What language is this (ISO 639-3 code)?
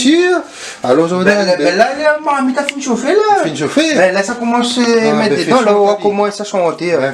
rcf